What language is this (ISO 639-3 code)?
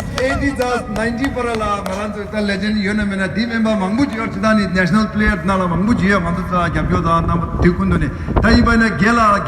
bod